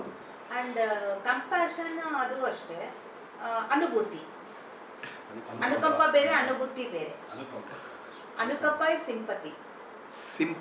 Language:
Kannada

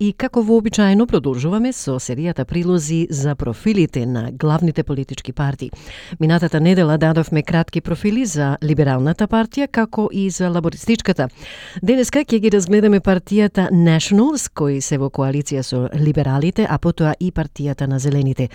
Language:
Macedonian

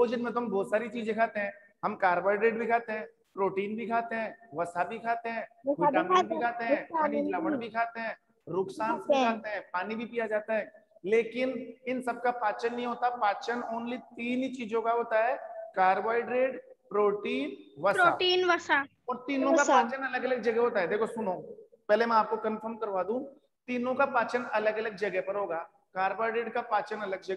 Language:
Hindi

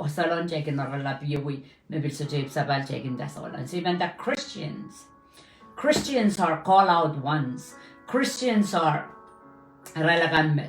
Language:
Pohnpeian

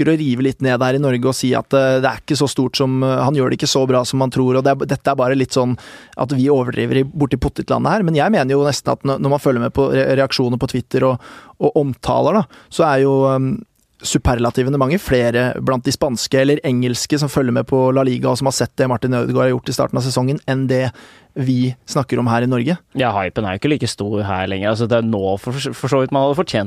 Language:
Norwegian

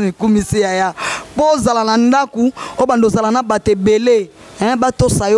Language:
Lingala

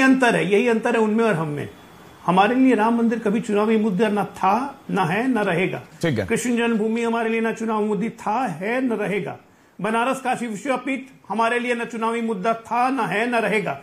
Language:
Hindi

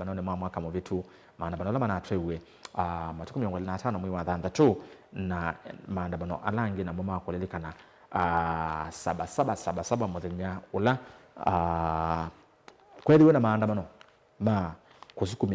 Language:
Kamba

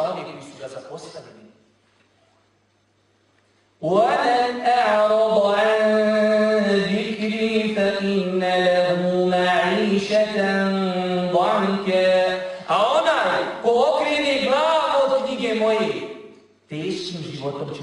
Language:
Bosnian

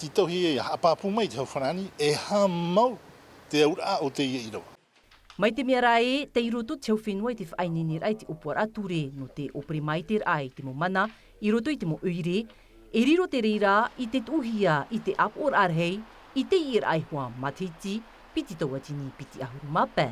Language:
Tahitian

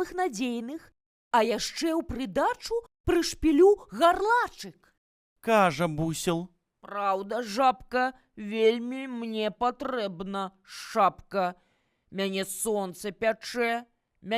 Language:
Belarusian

